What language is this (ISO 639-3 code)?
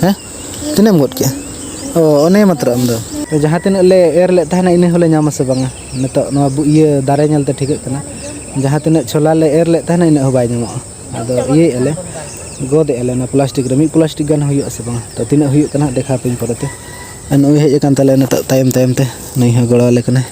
sat